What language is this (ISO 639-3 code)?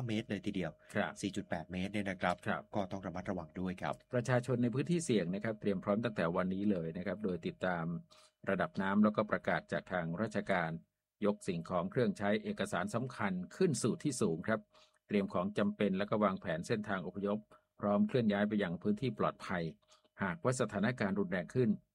tha